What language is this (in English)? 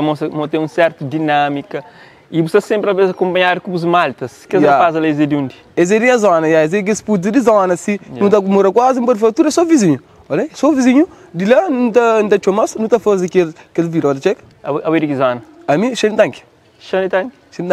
Kabuverdianu